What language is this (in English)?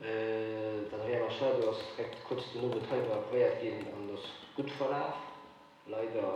Luxembourgish